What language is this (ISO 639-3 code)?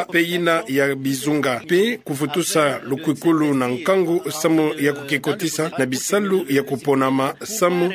ktu